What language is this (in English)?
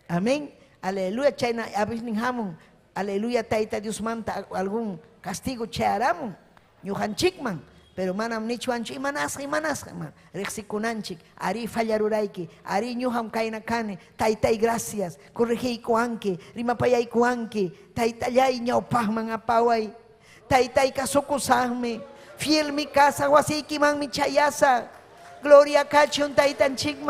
Ayacucho Quechua